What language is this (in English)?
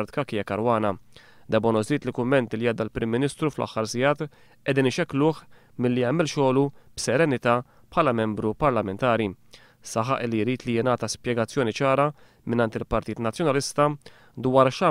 Maltese